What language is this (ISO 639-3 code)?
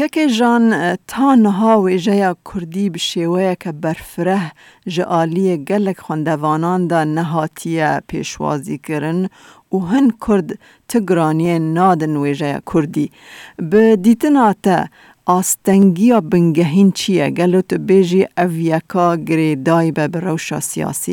kur